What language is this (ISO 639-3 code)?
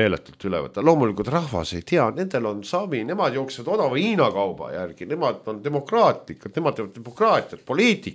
est